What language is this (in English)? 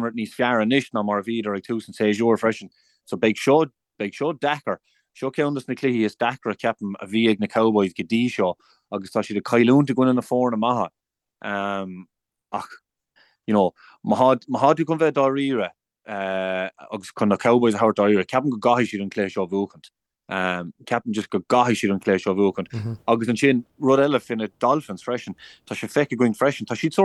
Irish